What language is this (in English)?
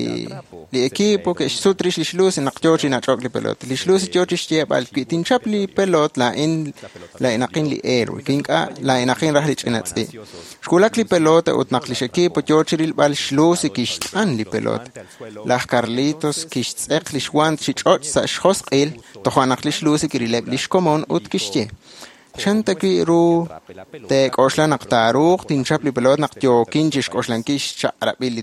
Kekchí